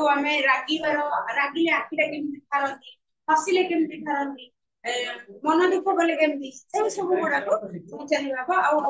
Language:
Odia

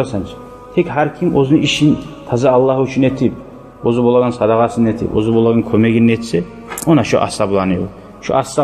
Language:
Kumyk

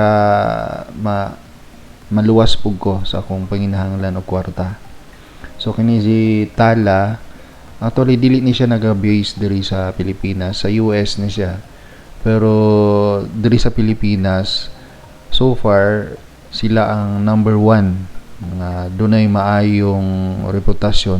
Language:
Cebuano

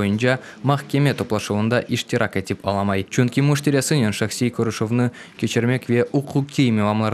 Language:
Crimean Tatar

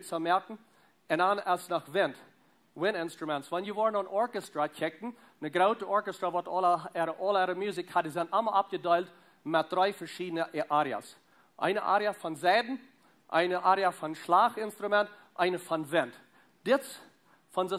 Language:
Plautdietsch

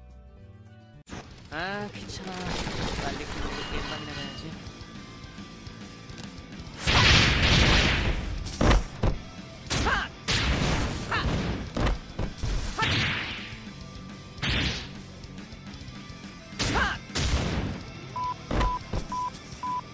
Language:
Korean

